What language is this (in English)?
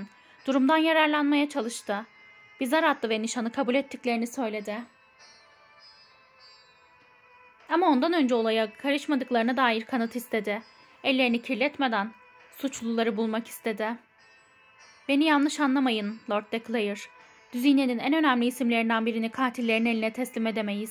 Turkish